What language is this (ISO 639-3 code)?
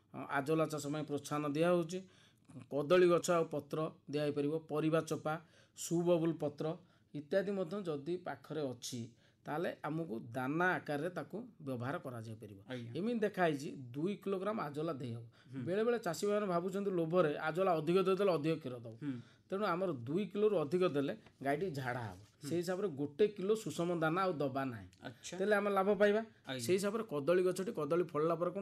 ori